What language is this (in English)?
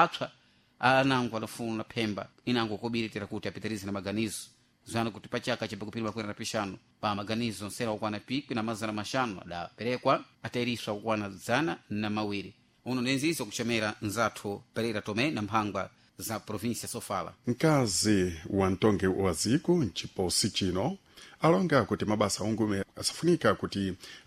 Sena